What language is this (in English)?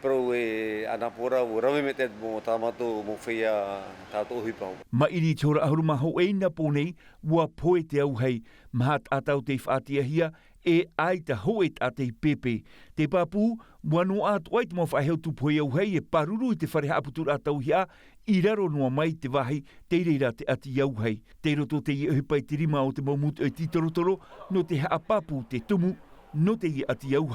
Tahitian